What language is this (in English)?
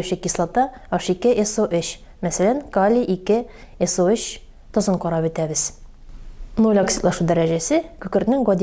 Tatar